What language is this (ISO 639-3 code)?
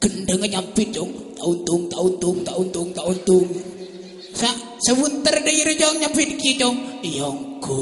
mad